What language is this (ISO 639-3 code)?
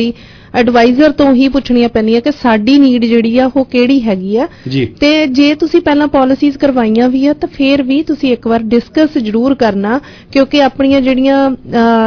pan